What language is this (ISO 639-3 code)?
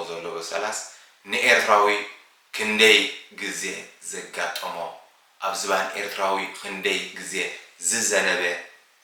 tir